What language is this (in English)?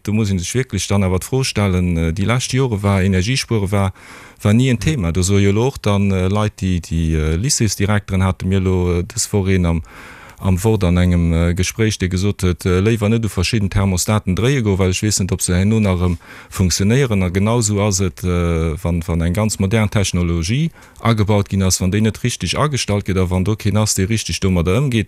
Luxembourgish